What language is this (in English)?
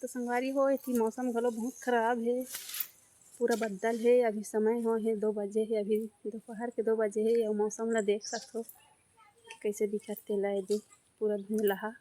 Chhattisgarhi